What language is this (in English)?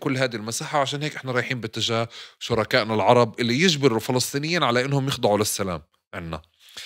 North Levantine Arabic